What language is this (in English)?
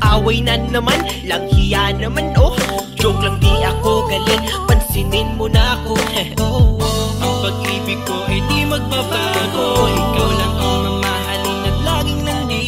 Filipino